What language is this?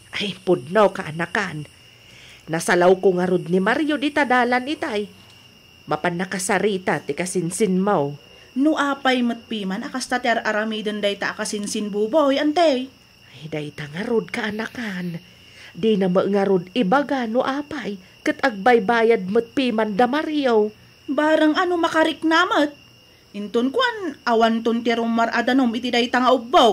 Iloko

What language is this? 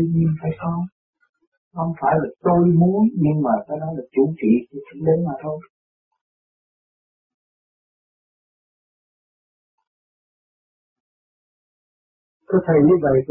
Vietnamese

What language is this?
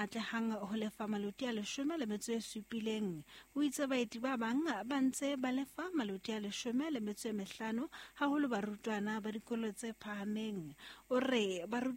Southern Sotho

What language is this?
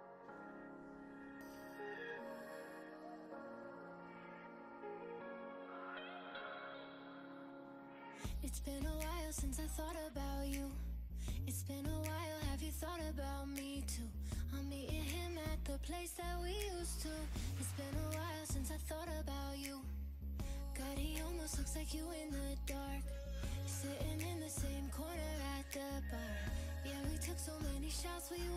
English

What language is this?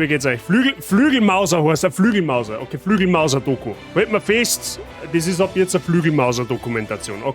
Bavarian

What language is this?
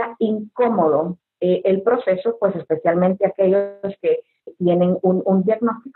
Spanish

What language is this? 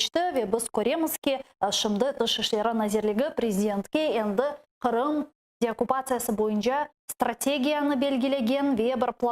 Crimean Tatar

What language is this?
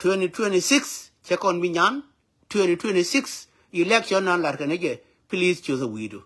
Nuer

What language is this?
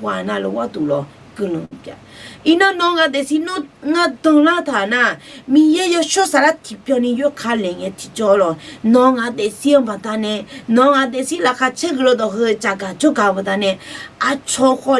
Akha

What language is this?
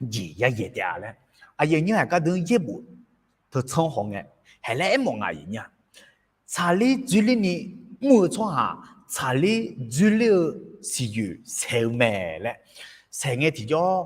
Akha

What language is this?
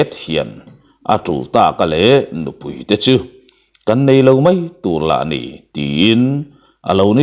Mizo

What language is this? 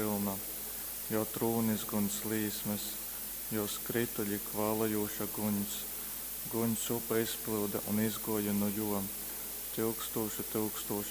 Latgalian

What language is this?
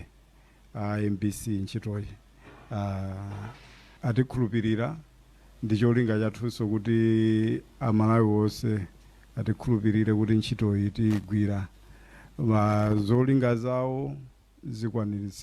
Nyanja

